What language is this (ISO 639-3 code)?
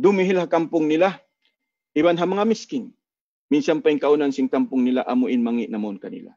tsg